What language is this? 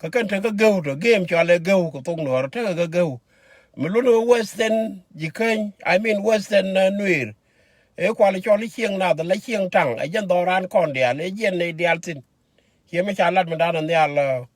Nuer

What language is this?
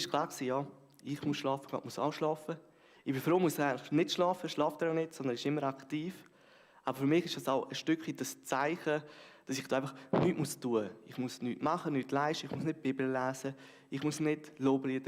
Swiss German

